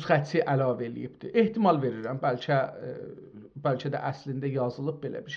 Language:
South Azerbaijani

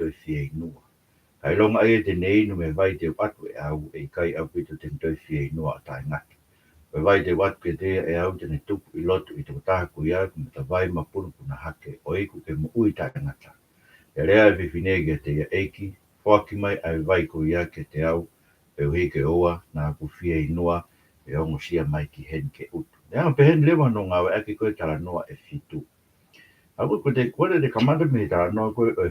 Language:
Tongan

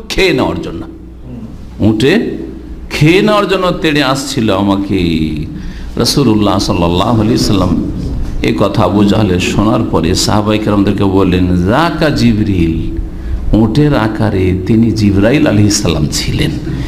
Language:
Bangla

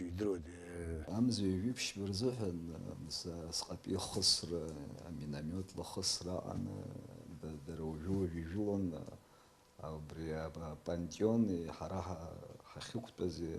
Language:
Abkhazian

